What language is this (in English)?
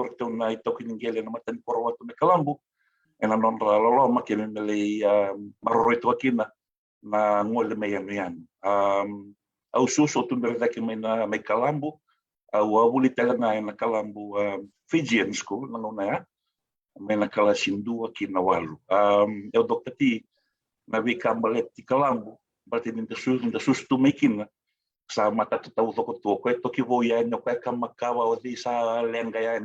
Fijian